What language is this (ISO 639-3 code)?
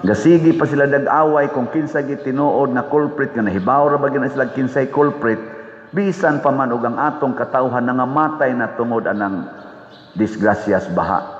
ceb